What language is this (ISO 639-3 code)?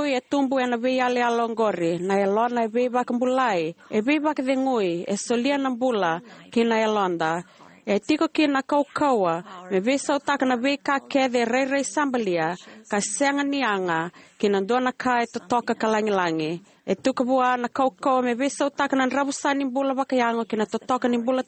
fij